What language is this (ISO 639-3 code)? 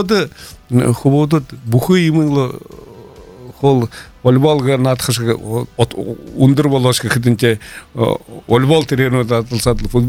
bua